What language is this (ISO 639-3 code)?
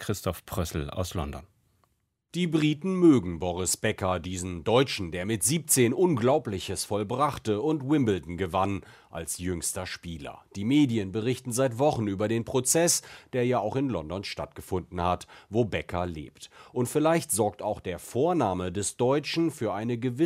deu